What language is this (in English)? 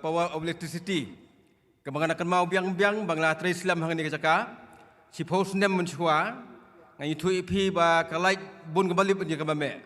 Khasi